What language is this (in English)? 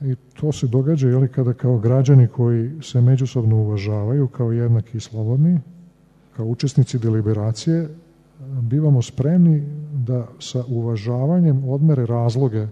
Serbian